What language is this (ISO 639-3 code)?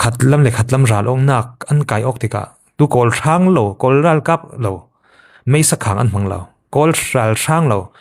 cfm